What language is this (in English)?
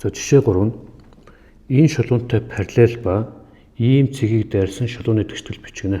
Mongolian